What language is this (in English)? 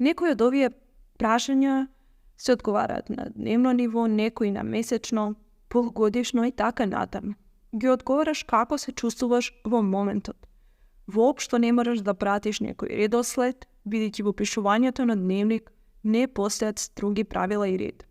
Macedonian